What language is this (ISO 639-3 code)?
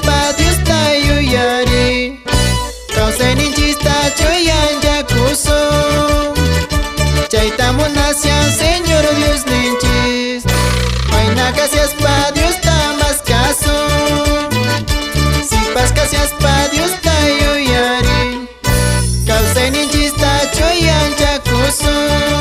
que